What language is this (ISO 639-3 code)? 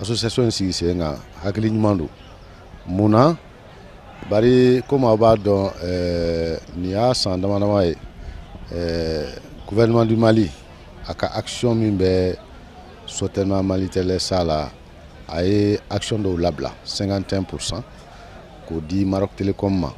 bam